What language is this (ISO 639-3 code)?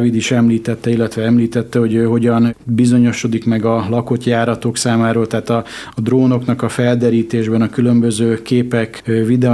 hun